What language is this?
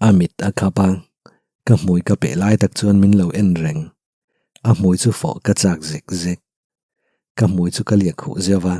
Mizo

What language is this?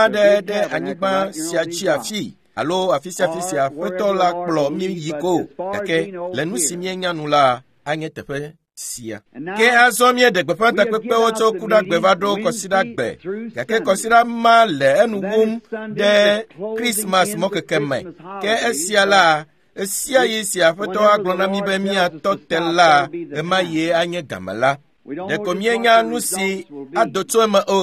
Ewe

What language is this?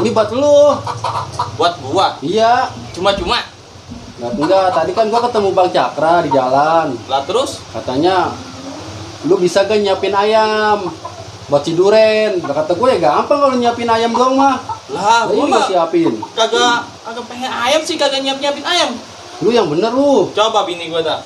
Betawi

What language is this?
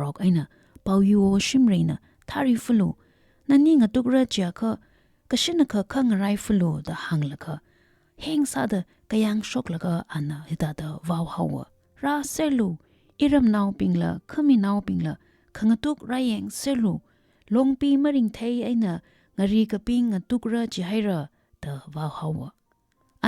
Tangkhul Naga (India)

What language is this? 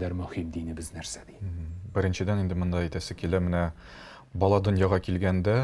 Tatar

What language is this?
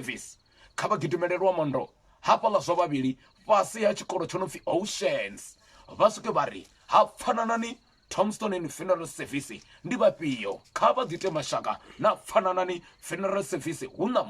Venda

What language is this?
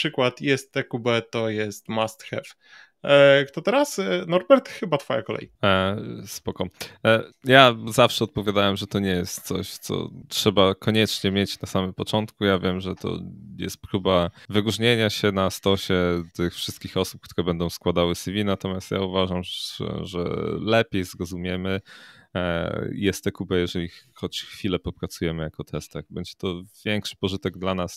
Polish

